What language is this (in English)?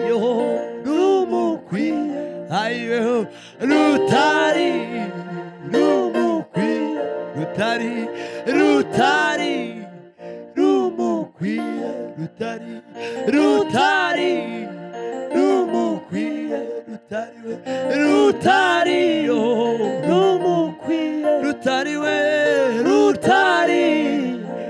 Kinyarwanda